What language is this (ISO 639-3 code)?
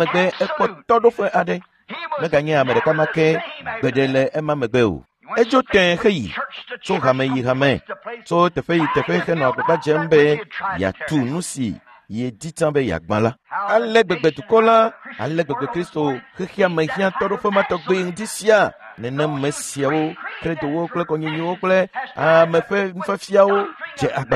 ewe